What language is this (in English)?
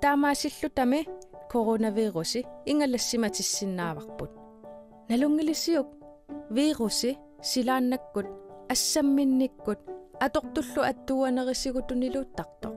Kalaallisut